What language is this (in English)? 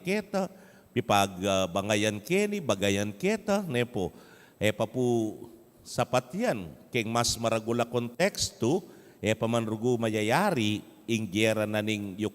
Pampanga